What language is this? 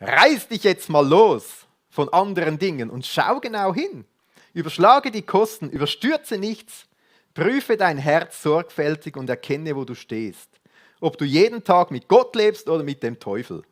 Swiss German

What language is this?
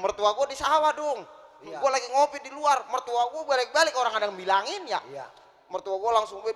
Betawi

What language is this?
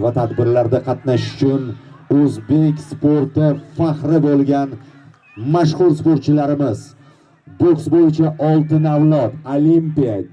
Uzbek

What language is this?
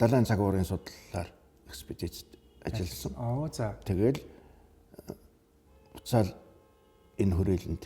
Mongolian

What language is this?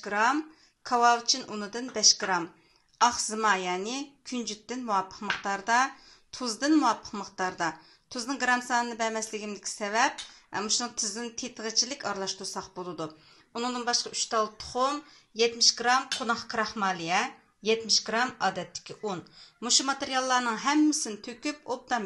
Uyghur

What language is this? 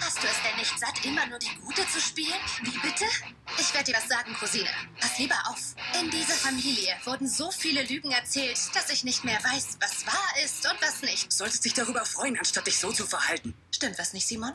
Swiss German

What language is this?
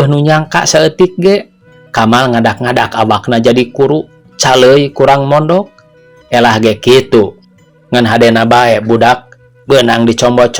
Sundanese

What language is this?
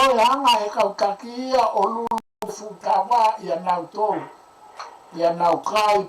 Tongan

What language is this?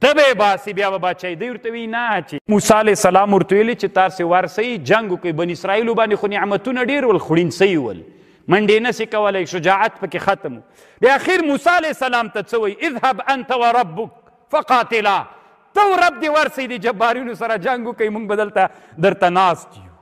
Pashto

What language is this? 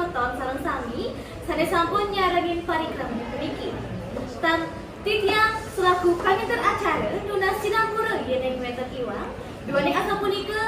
Balinese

